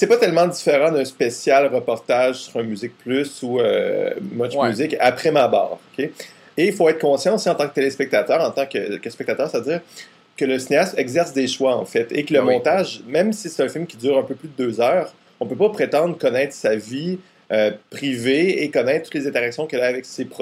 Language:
French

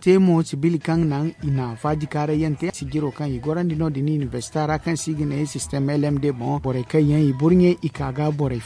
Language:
Zarma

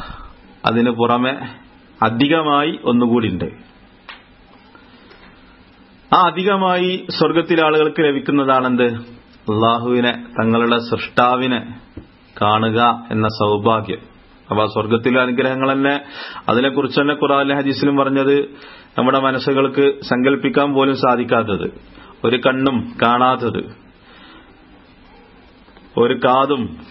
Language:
Malayalam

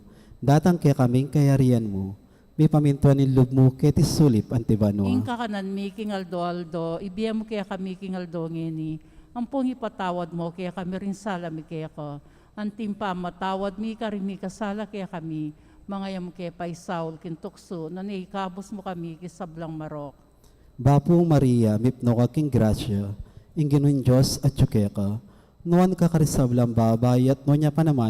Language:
Pampanga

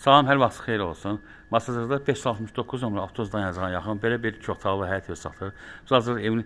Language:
Azerbaijani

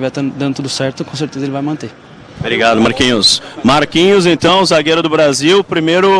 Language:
Portuguese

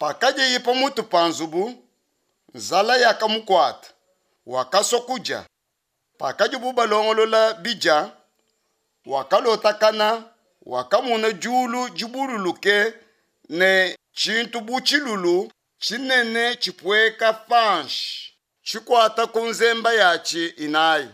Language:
Luba-Lulua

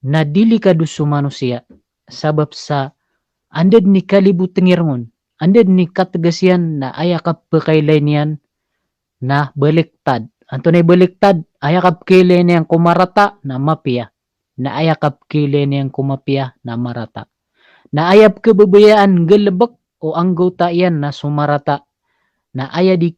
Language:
Maranao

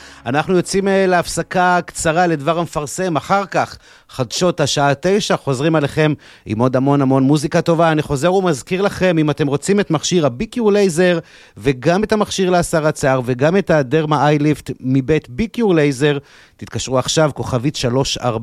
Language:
Hebrew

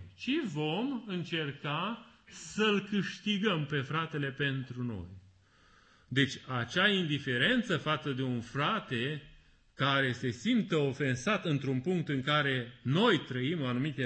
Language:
Romanian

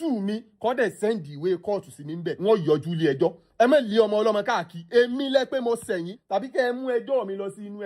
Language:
Yoruba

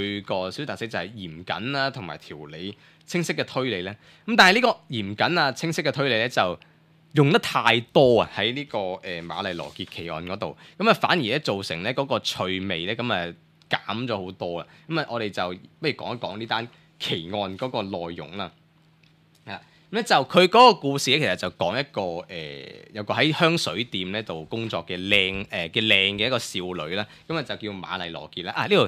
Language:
Cantonese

